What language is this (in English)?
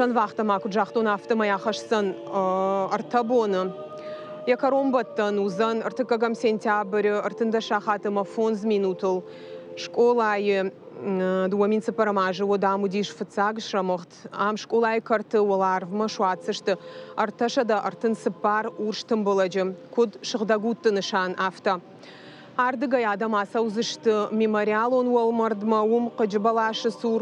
Ossetic